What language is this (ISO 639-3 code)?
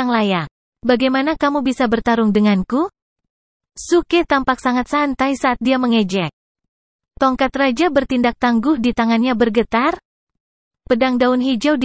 ind